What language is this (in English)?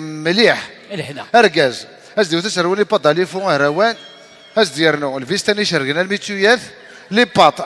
Kabyle